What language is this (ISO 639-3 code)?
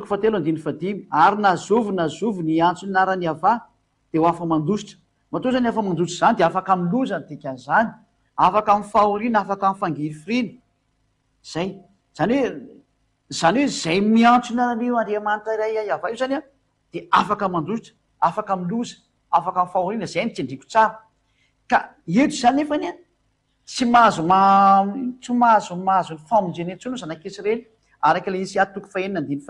mlg